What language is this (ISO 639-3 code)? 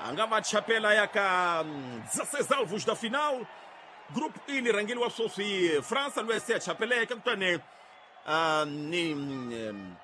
tso